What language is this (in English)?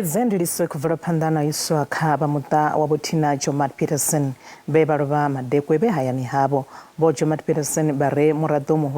Venda